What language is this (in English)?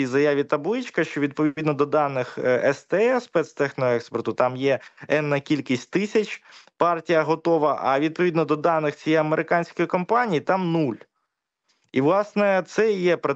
Ukrainian